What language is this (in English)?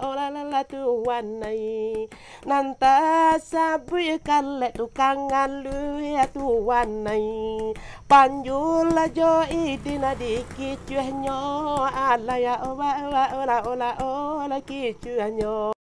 Minangkabau